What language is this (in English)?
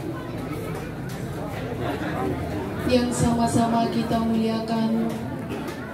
Indonesian